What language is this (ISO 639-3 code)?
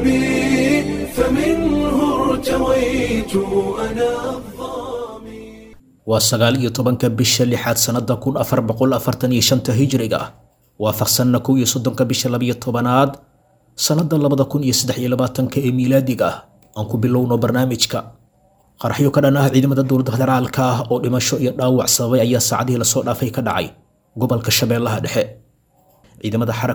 som